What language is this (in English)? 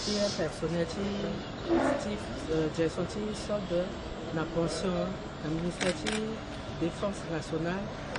Sango